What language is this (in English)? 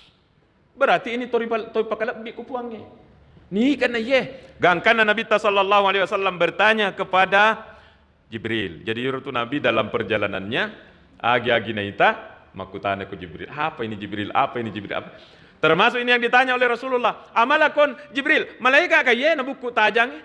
Buginese